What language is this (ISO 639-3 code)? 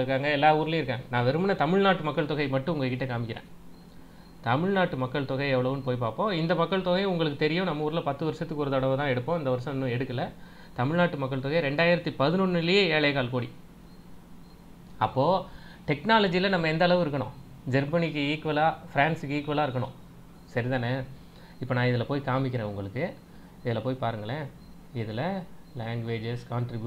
tam